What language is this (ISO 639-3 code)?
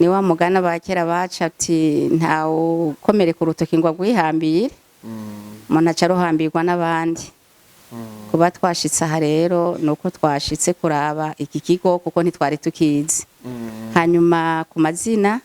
run